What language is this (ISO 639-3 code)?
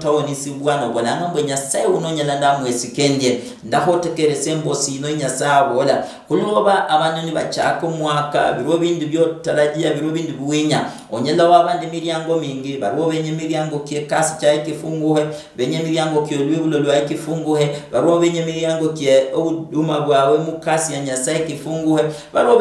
luy